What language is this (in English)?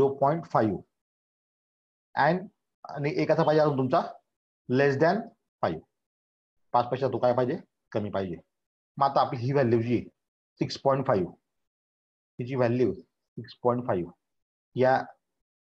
Marathi